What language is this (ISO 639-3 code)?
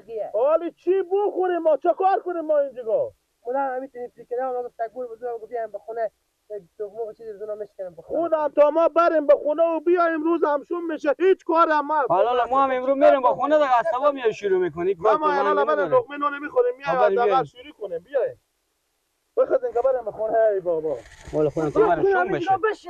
fas